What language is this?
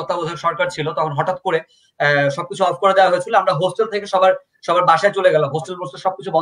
Bangla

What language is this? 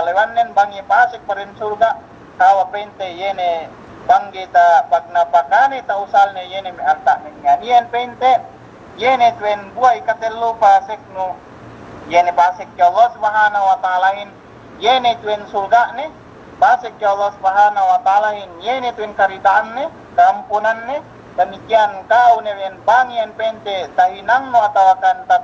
Yakan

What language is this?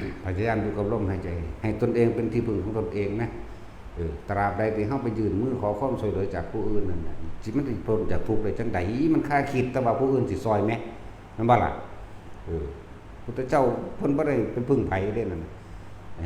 Northeastern Thai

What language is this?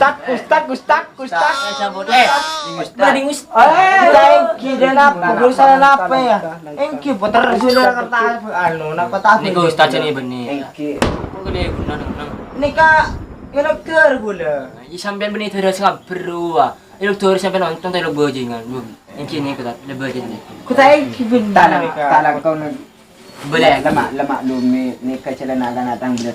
Madurese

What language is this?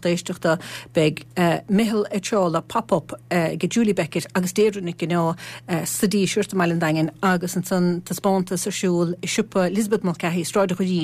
Irish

